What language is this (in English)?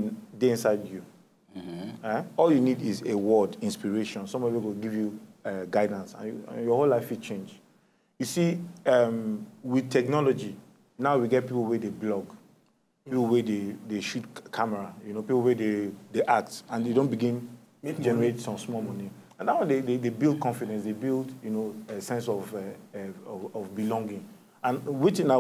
Nigerian Pidgin